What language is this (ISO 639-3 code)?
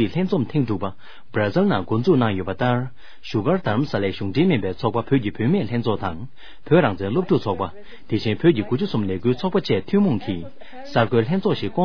bod